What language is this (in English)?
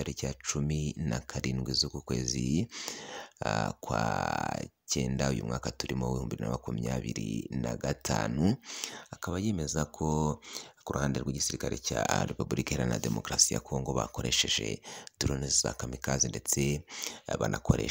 Kinyarwanda